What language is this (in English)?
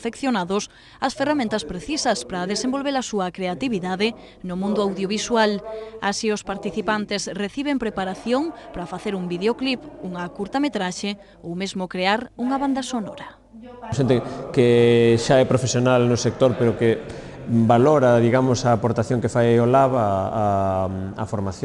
Galician